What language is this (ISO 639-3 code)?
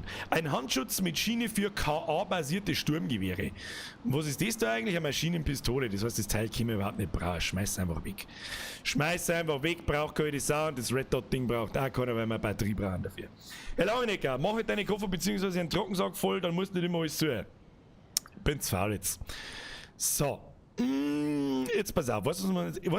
bar